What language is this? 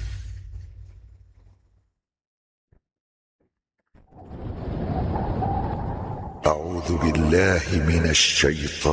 Indonesian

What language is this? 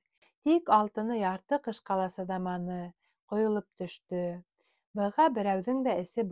Bashkir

